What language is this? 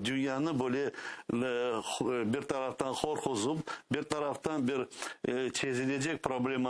Crimean Tatar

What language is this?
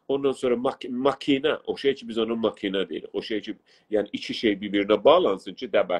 South Azerbaijani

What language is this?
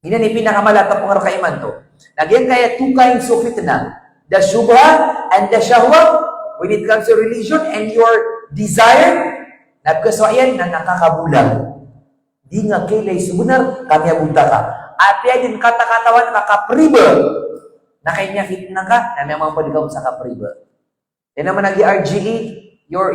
Maranao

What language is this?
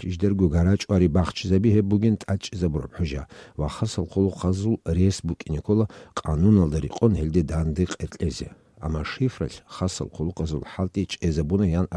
Avaric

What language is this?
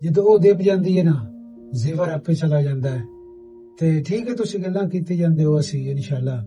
Western Panjabi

